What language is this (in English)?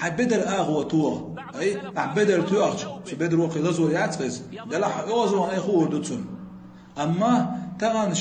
Chechen